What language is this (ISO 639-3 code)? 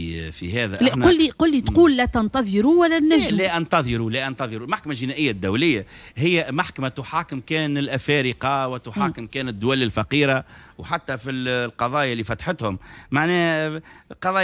aeb